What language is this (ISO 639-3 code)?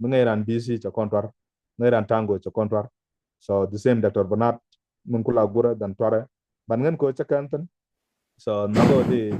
nus